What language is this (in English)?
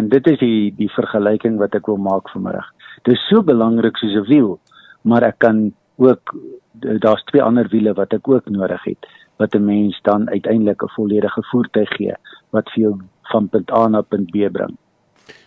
Afrikaans